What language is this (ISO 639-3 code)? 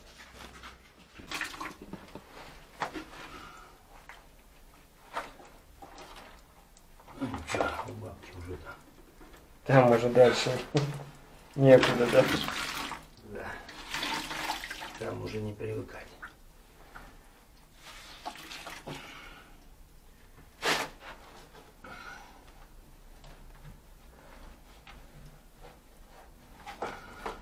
rus